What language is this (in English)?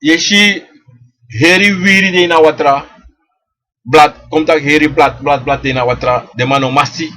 Sranan Tongo